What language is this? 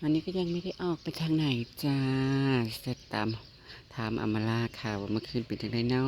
Northeastern Thai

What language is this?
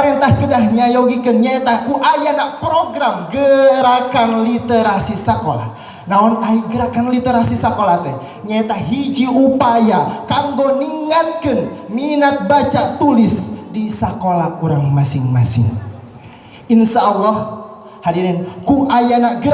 Sundanese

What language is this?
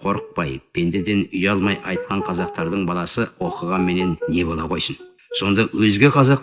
Kazakh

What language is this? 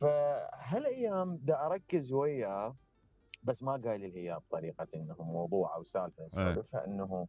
Mesopotamian Arabic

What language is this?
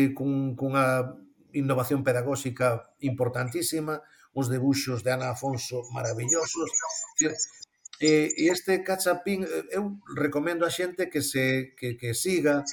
Galician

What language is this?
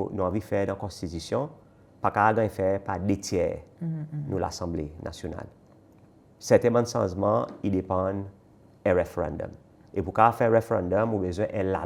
Seselwa Creole French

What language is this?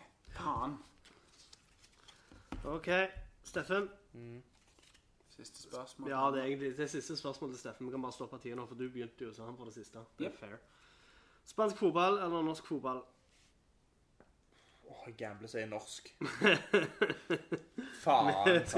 Norwegian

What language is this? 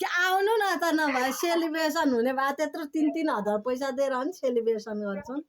Nepali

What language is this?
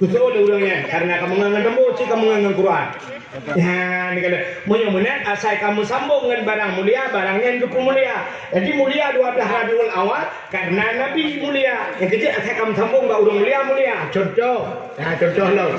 Achinese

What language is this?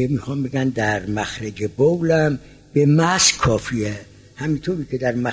Persian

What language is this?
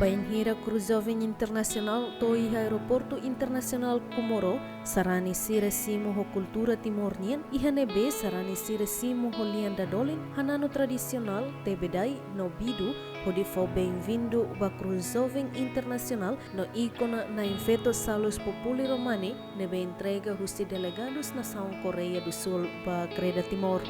Tetum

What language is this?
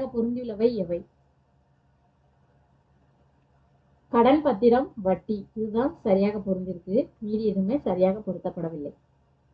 Tamil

